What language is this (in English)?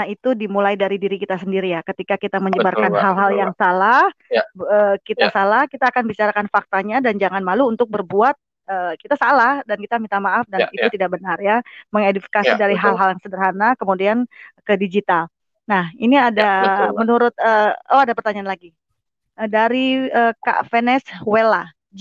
Indonesian